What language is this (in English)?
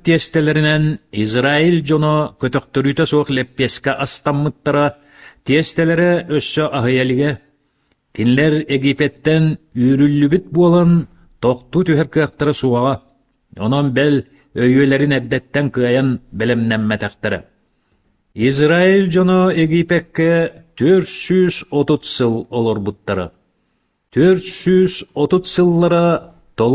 Yakut